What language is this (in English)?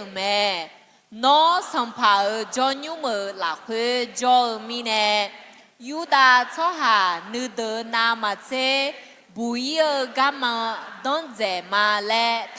Akha